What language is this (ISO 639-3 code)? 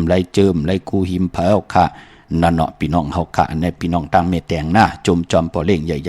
shn